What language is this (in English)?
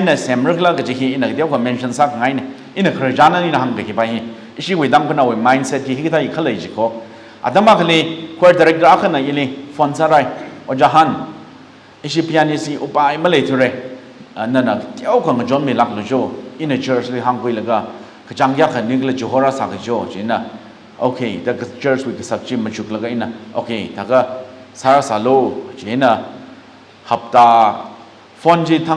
Tangkhul Naga (India)